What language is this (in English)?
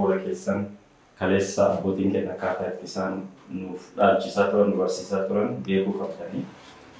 Oromo